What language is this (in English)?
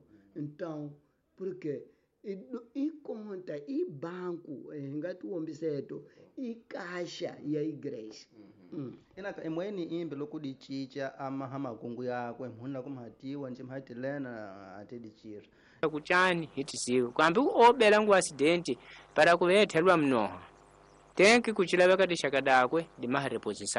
Tsonga